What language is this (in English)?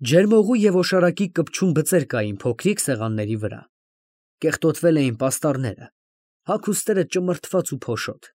Armenian